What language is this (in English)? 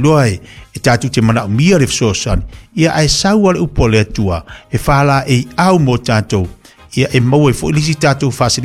Samoan